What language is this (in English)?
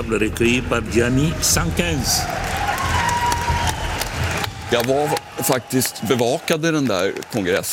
Swedish